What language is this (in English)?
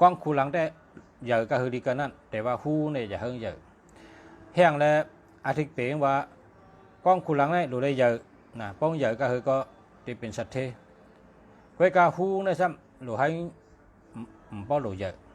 Shan